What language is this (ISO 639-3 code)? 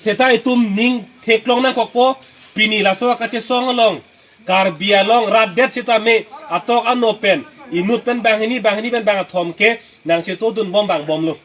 mjw